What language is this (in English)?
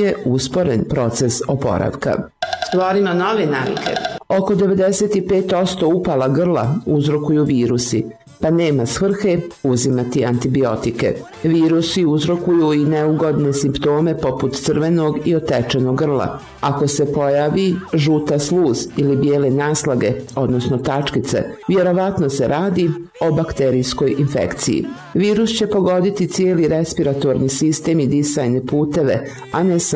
Bosnian